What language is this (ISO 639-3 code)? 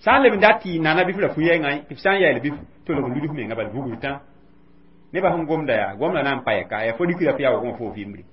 mos